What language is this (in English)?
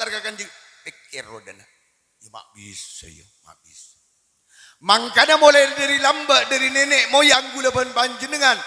Madurese